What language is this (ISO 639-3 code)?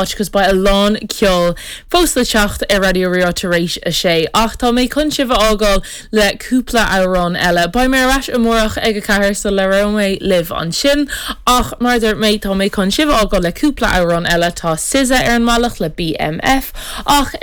gle